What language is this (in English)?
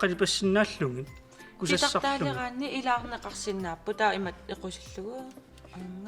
Kalaallisut